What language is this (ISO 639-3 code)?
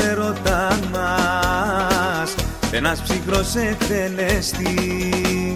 ell